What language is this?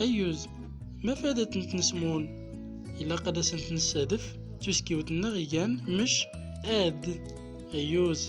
Central Atlas Tamazight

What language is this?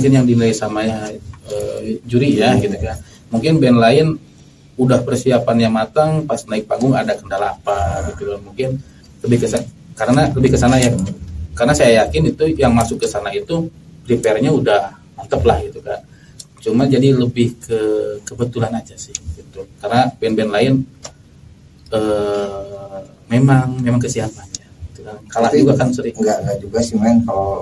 Indonesian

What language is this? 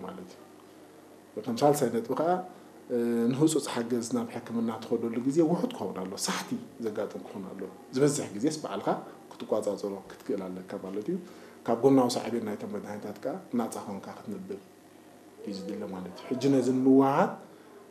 Tigrinya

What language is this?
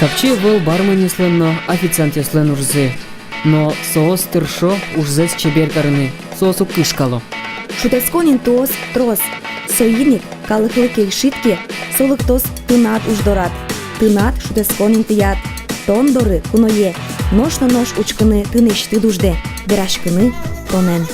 Udmurt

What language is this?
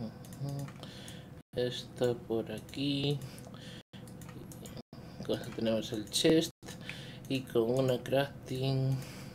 Spanish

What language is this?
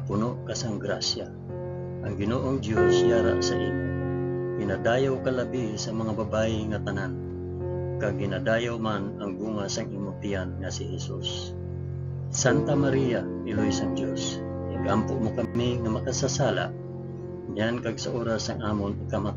Hiligaynon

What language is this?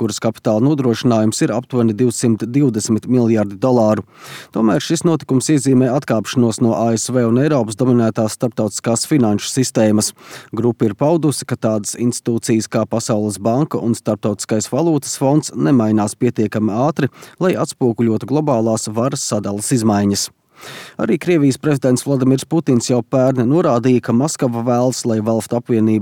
Latvian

